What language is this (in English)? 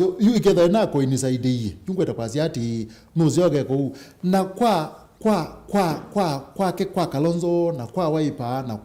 Kamba